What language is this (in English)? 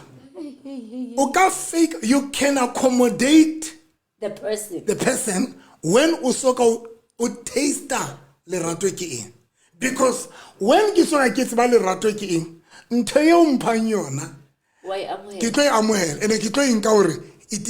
Southern Sotho